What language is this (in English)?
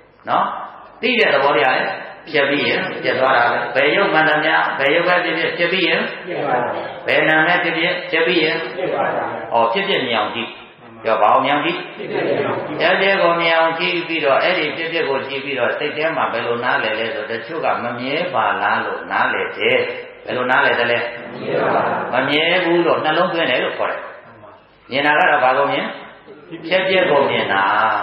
Burmese